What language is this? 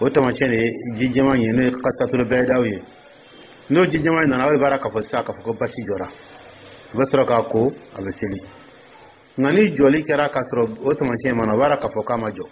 Dyula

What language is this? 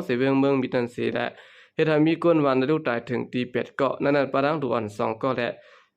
Shan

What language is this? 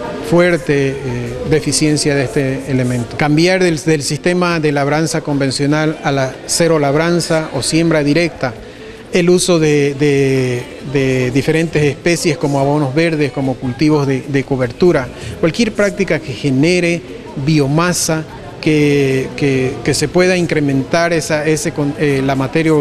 Spanish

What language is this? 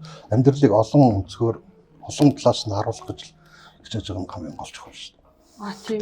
Mongolian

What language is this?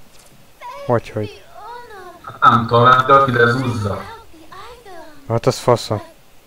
Hungarian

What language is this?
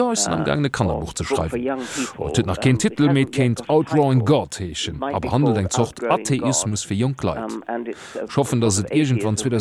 Luxembourgish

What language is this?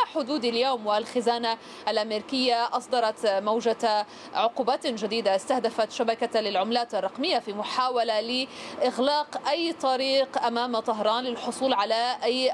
Arabic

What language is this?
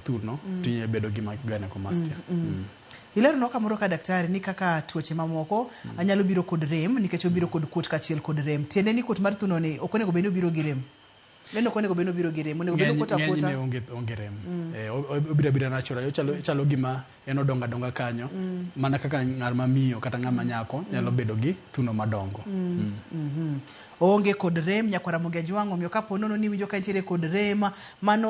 Luo (Kenya and Tanzania)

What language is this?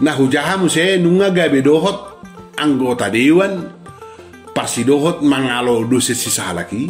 Batak Toba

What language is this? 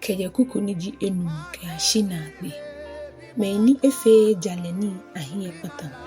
Ga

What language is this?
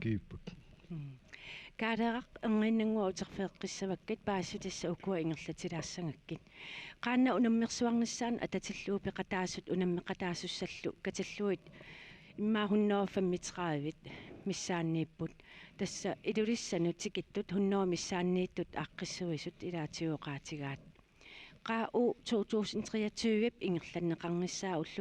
Kalaallisut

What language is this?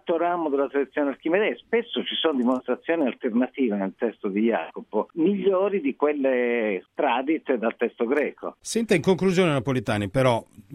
Italian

